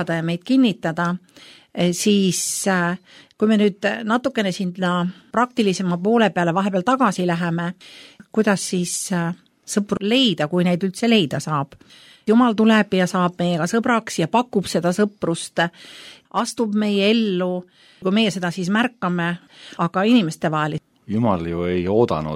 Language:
Estonian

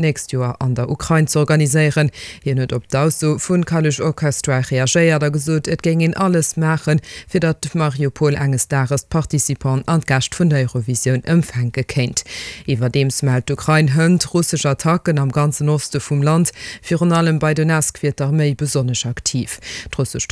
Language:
Luxembourgish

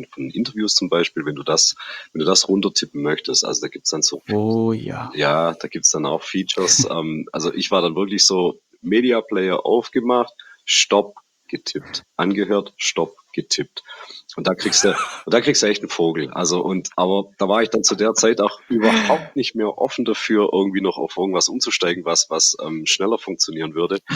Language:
German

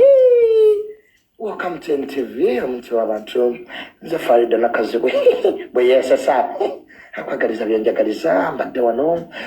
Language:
Ganda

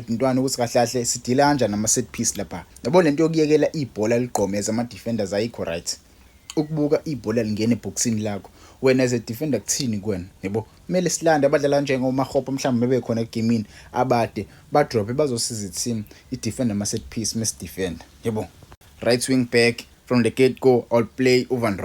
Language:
Zulu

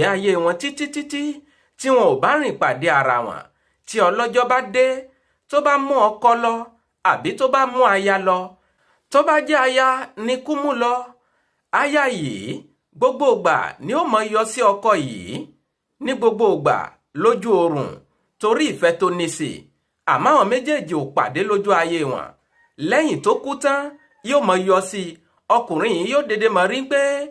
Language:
Yoruba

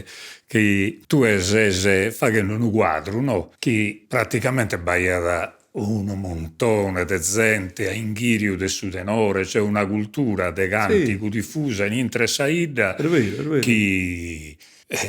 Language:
Sardinian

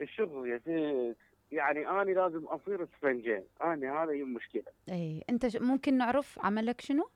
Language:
Mesopotamian Arabic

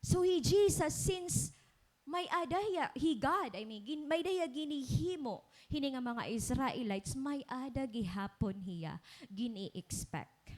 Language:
Waray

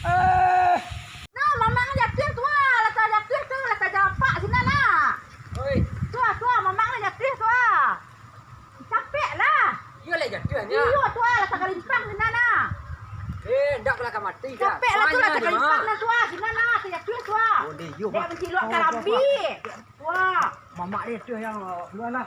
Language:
Minangkabau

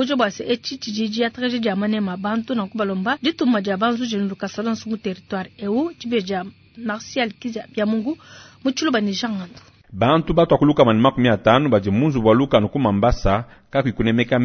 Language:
Luba-Lulua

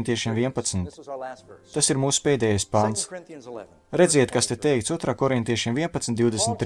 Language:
Latvian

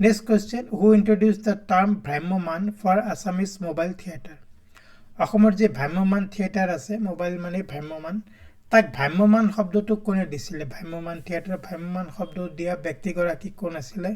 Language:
Assamese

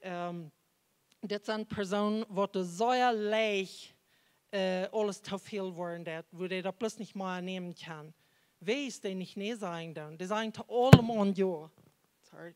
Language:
Plautdietsch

